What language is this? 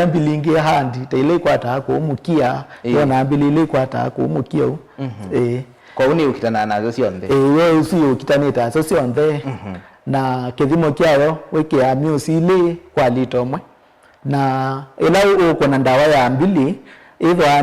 Kamba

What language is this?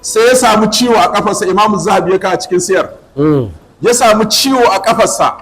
Hausa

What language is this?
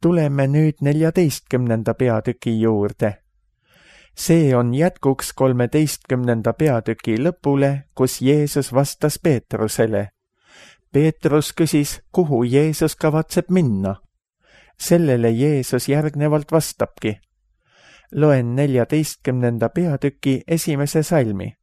Estonian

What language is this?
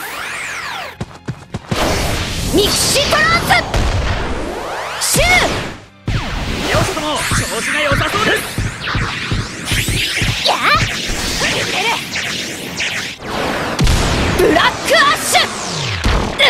Japanese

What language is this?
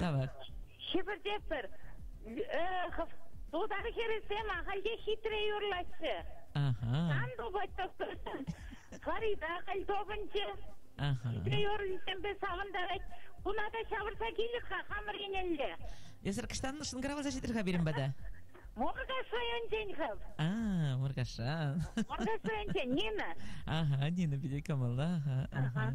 Chuvash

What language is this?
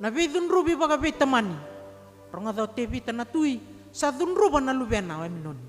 Fijian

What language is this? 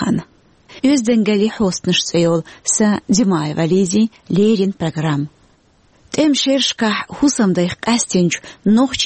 Chechen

